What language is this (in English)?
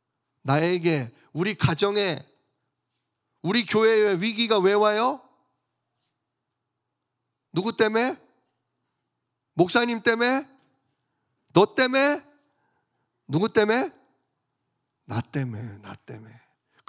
Korean